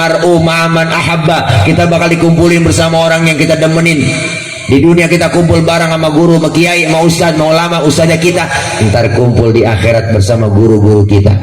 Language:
Betawi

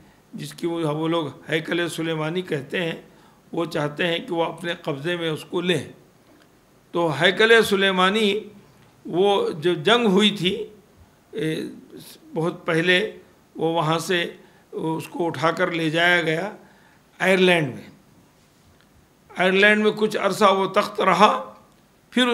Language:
Urdu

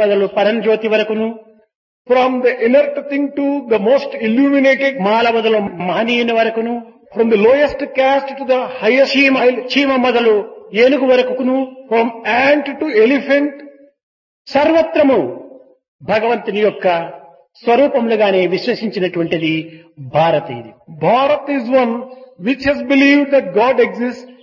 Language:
Telugu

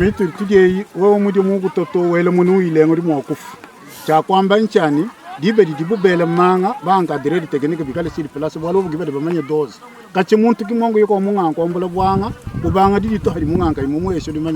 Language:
Luba-Lulua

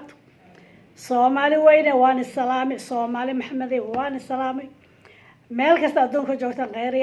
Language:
Somali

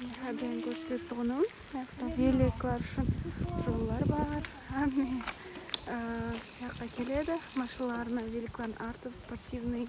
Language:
Kara-Kalpak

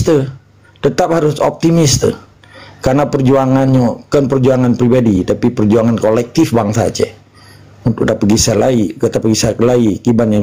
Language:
Achinese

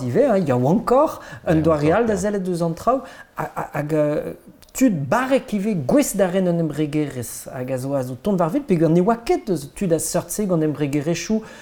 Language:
Breton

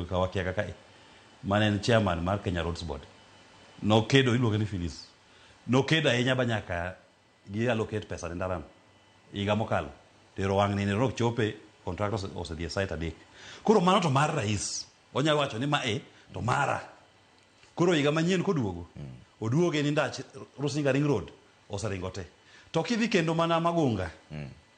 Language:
Luo (Kenya and Tanzania)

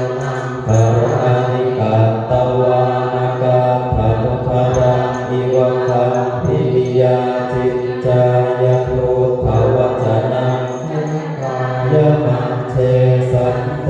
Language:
Pali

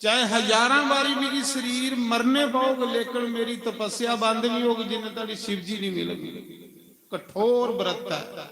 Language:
Dogri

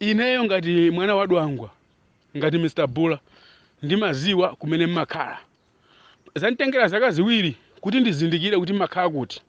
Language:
Nyanja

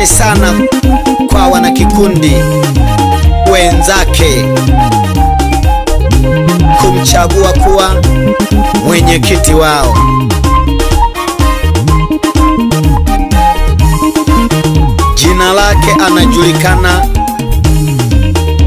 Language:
Swahili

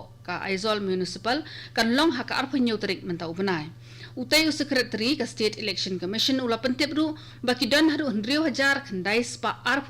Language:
Khasi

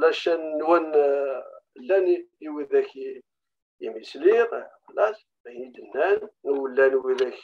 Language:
Kabyle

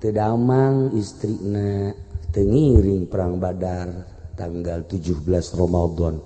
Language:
Sundanese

